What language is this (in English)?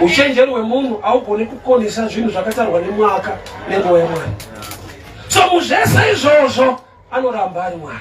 Shona